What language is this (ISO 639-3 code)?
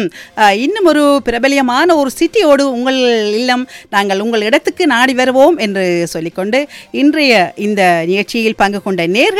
tam